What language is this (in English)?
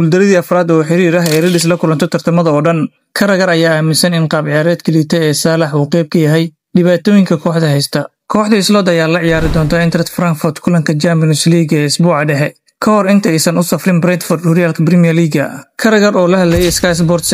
Somali